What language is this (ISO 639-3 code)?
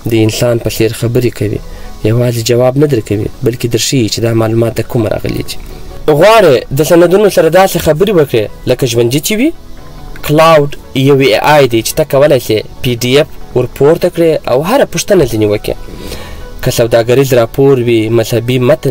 pus